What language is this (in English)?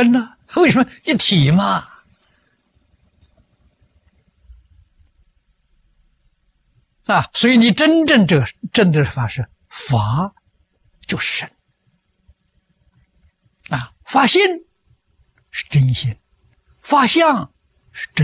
Chinese